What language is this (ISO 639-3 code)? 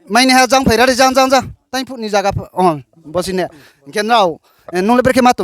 ria